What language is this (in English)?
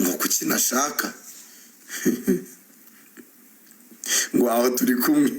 Kinyarwanda